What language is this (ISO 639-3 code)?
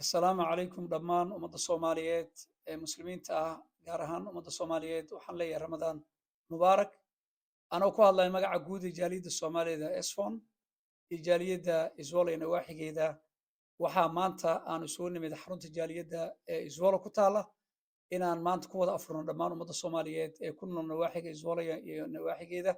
som